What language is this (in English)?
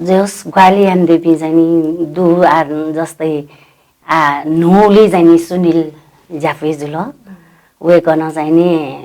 Newari